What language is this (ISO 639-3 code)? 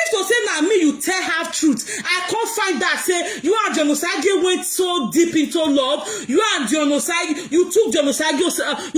pcm